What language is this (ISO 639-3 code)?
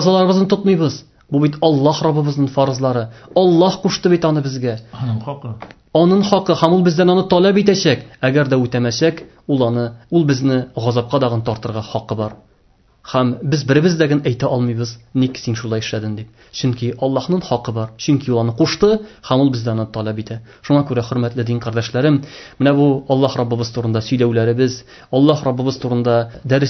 tat